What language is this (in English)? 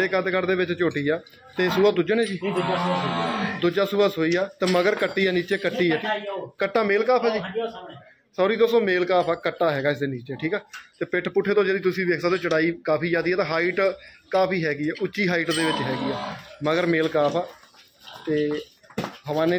Punjabi